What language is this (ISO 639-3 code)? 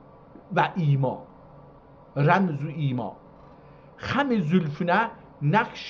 azb